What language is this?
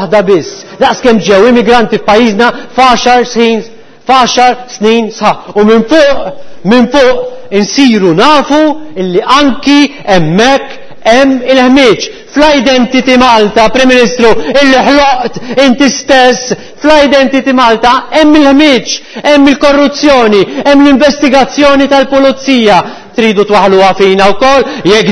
Maltese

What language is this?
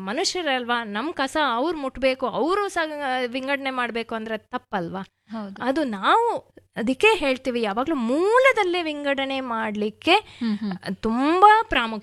Kannada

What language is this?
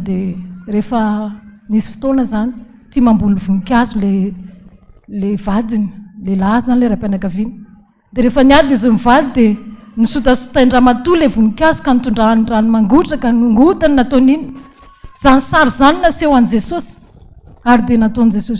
Malagasy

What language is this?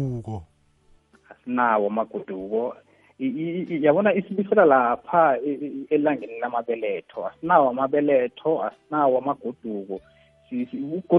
South Ndebele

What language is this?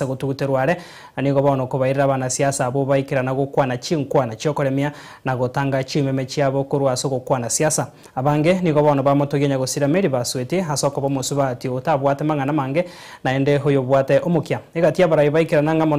Gusii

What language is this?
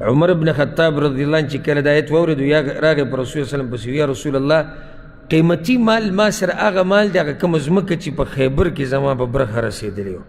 Pashto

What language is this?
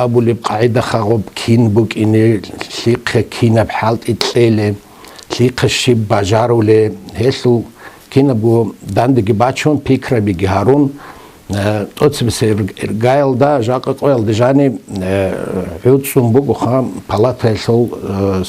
Avaric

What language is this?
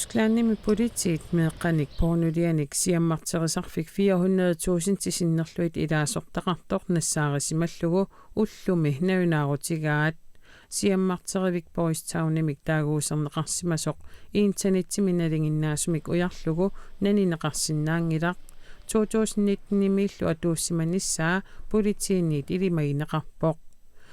Kalaallisut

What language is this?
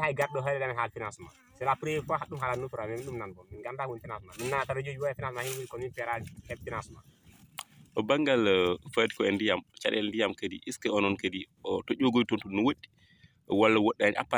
Fula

